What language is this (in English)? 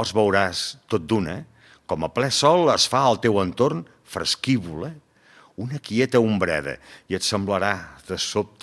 Catalan